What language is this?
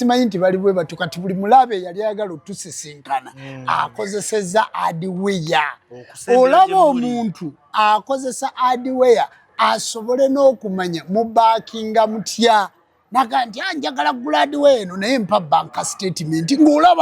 Ganda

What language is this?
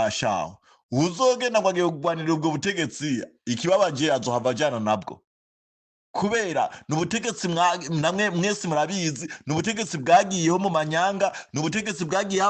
Rundi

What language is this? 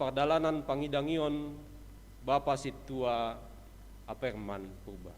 Batak Simalungun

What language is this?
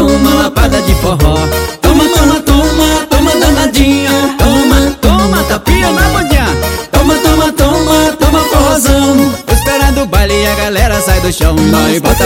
Portuguese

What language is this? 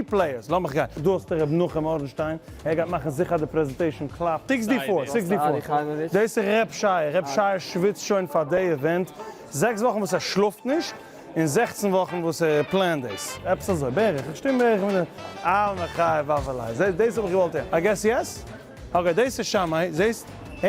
Yiddish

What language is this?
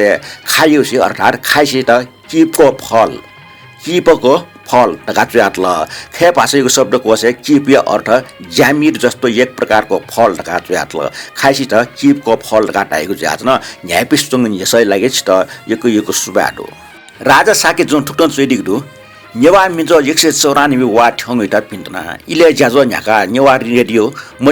Newari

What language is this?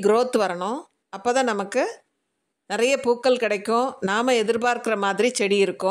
Tamil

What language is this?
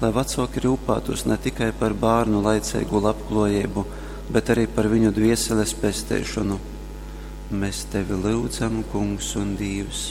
Latgalian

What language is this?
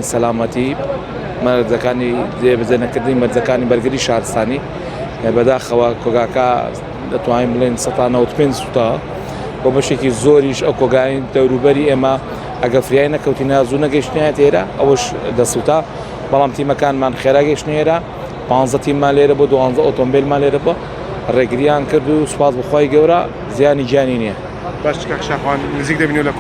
Central Kurdish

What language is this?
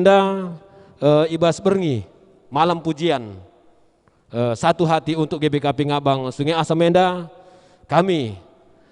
Batak Karo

